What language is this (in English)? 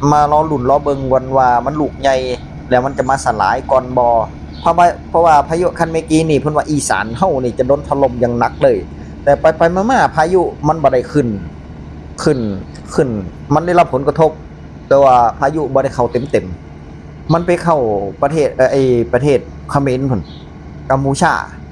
Northeastern Thai